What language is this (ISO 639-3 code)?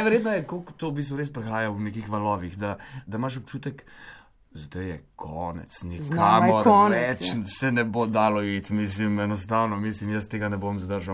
slv